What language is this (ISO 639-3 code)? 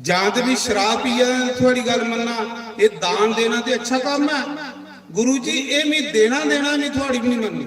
doi